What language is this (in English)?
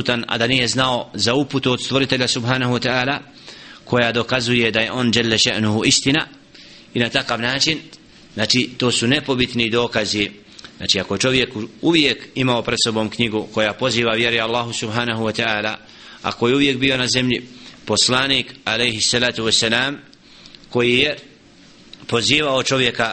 Bosnian